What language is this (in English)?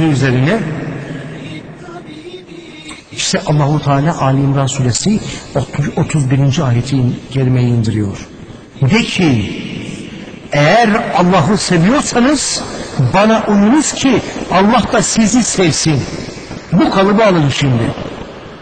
Turkish